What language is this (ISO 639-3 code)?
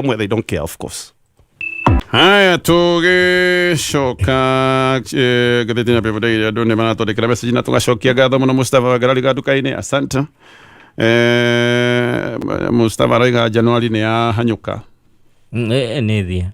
kik